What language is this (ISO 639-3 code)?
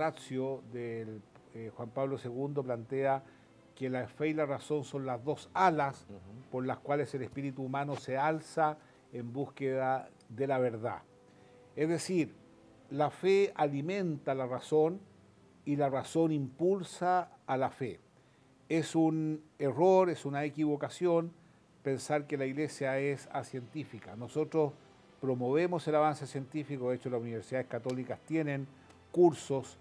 spa